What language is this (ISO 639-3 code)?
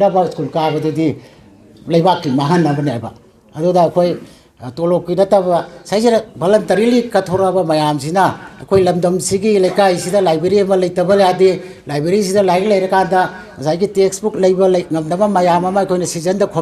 mni